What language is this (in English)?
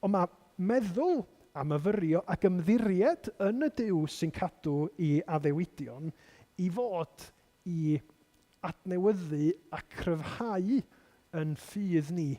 Welsh